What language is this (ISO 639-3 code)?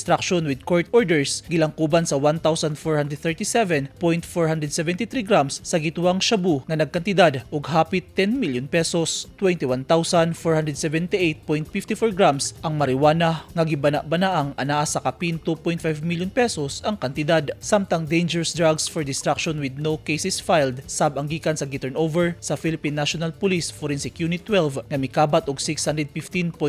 ceb